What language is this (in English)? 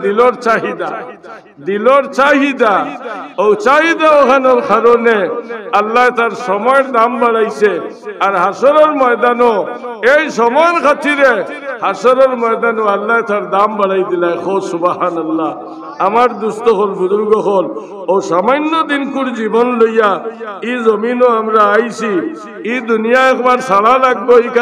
Sylheti